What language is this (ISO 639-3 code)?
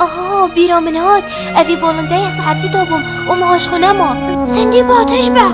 kur